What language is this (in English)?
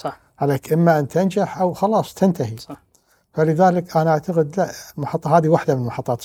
Gulf Arabic